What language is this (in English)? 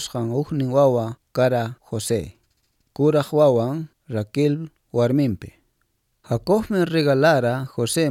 Quechua